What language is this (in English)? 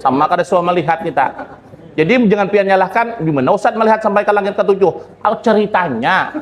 Banjar